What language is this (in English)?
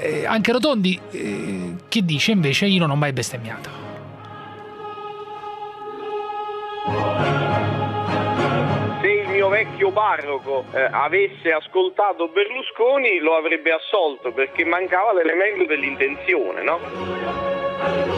Italian